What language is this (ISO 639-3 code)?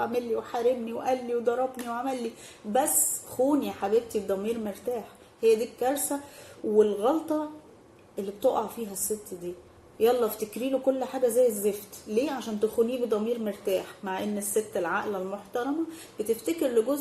arz